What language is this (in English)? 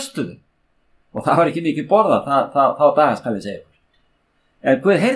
Icelandic